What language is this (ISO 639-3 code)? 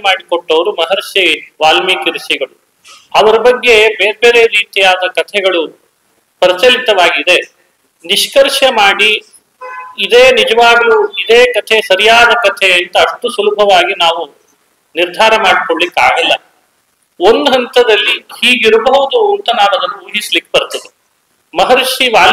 kan